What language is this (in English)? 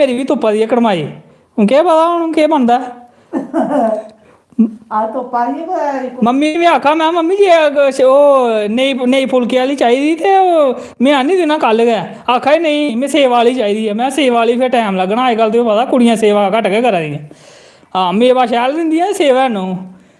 Dogri